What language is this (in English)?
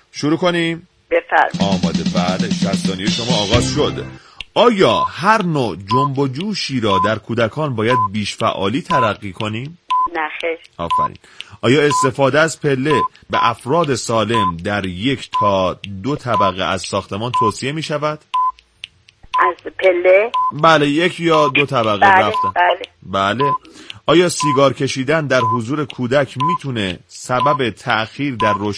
Persian